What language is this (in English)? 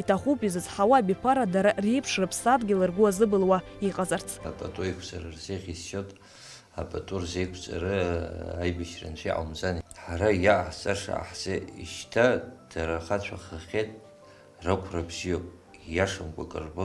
Abkhazian